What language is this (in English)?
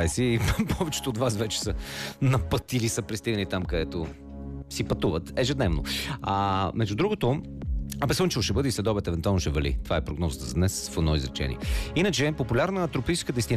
Bulgarian